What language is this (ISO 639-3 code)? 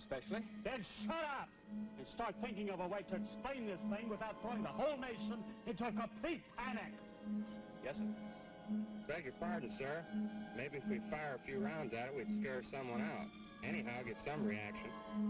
eng